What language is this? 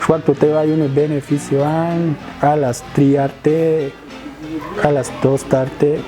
Popti'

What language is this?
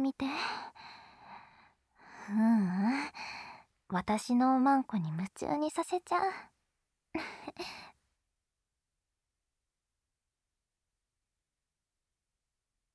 Japanese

